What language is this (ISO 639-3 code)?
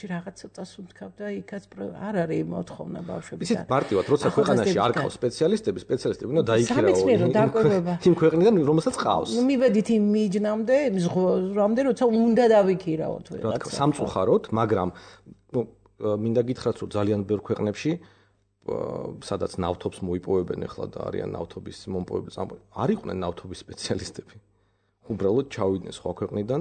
kat